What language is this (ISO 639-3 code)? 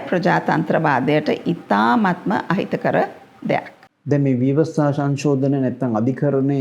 sin